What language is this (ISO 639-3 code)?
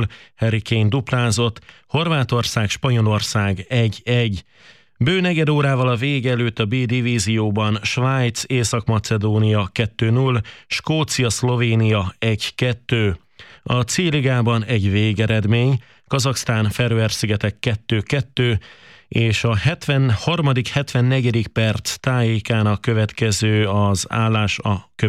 hun